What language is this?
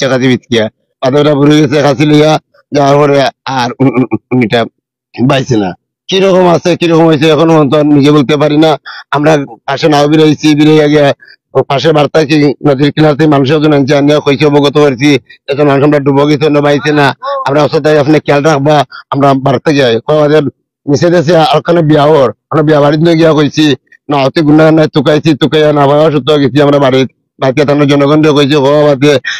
Sylheti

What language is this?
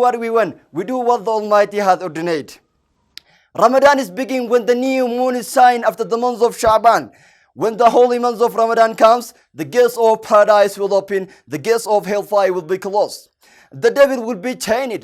English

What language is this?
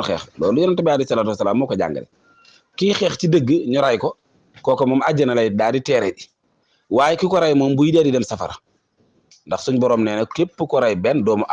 Wolof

